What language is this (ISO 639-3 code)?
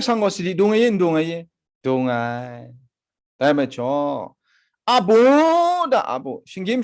kac